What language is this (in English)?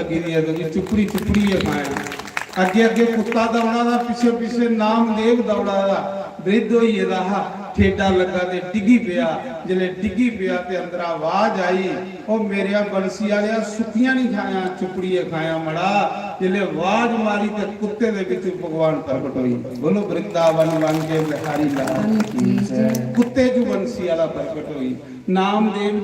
Dogri